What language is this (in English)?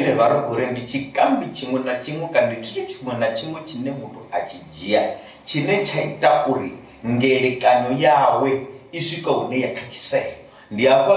Venda